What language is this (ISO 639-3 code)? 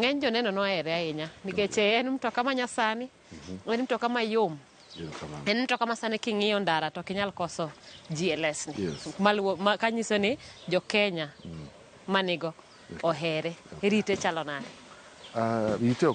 luo